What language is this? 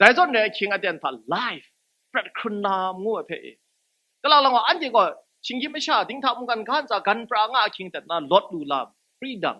Kachin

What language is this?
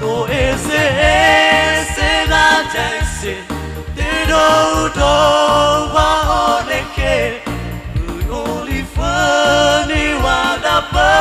Nias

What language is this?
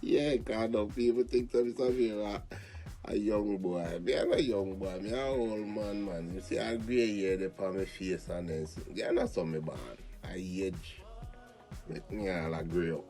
Jamaican Creole English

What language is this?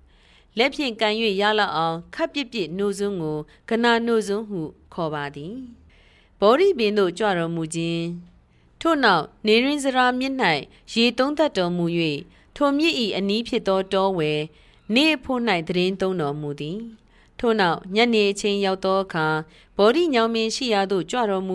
Burmese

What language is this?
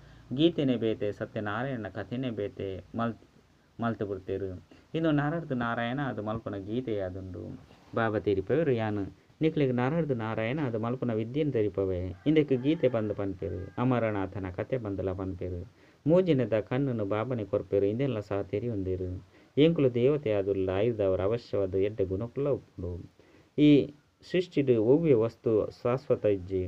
Tulu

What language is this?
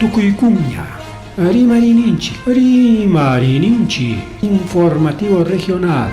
Ayacucho Quechua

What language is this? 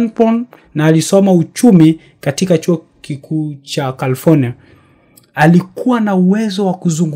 Swahili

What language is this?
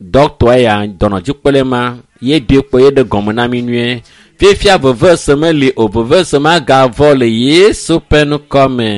Ewe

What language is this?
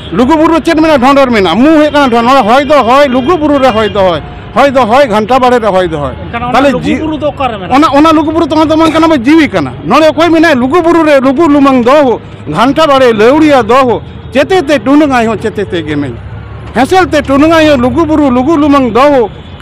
Santali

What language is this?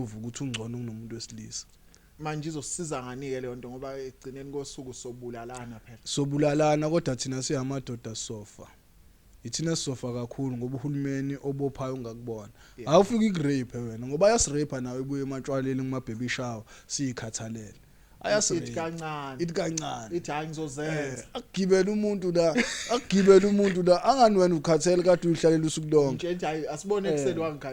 Zulu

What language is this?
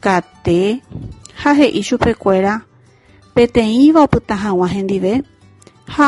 Guarani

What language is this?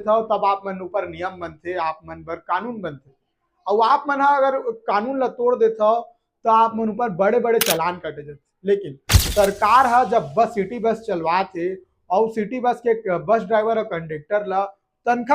Chhattisgarhi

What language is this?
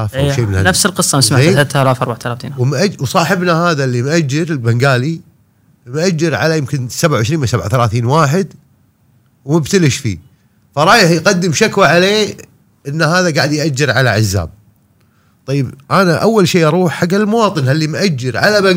Gulf Arabic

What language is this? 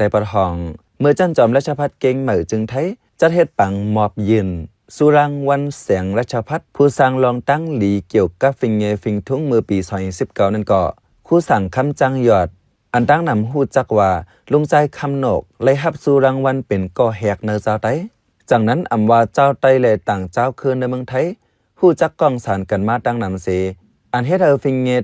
Shan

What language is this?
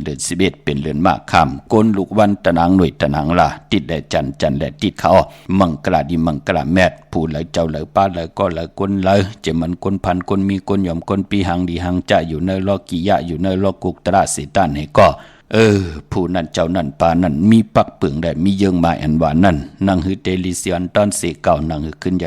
Shan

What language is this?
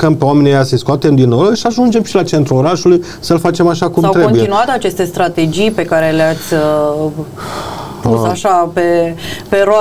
Romanian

